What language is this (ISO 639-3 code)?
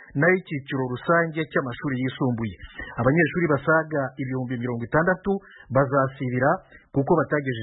kin